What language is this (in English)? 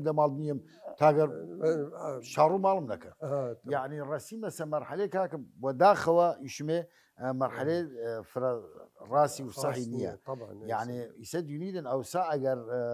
Southern Kurdish